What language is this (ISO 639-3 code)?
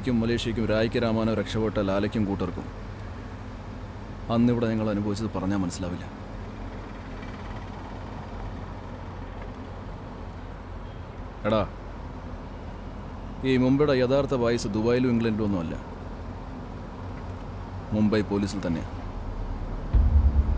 mal